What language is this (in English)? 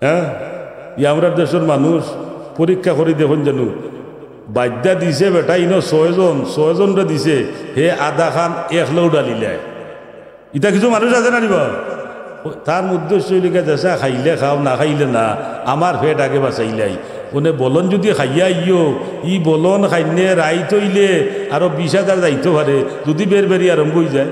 Sylheti